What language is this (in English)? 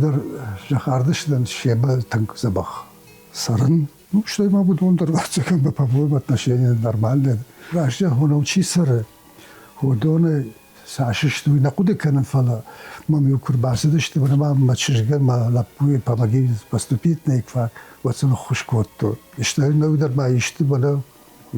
Ossetic